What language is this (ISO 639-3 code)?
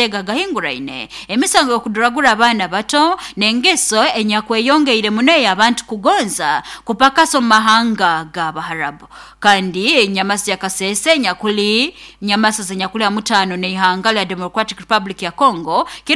nyo